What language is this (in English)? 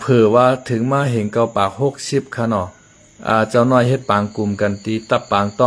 Shan